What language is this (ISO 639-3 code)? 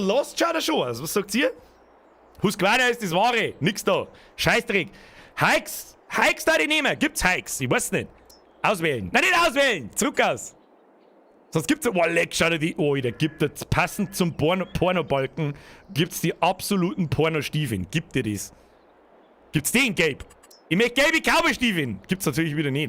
bar